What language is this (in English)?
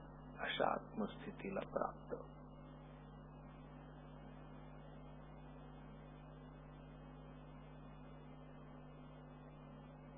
Marathi